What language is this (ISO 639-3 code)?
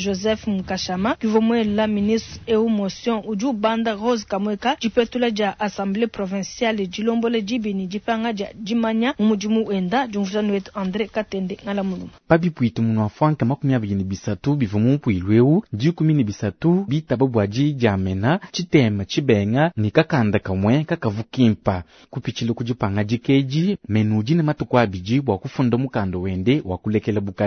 lua